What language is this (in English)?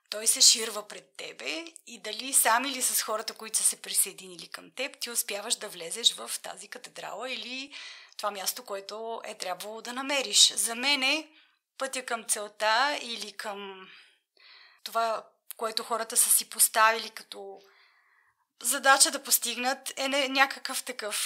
Bulgarian